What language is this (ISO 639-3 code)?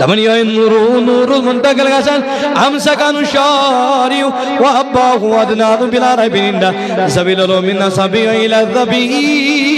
kas